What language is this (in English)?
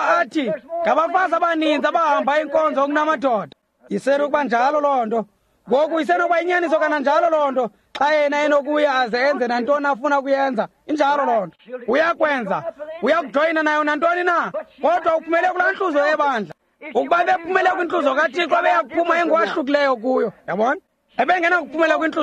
Xhosa